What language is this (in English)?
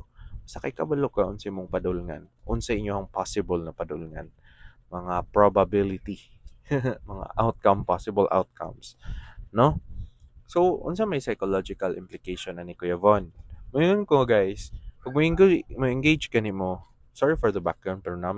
Cebuano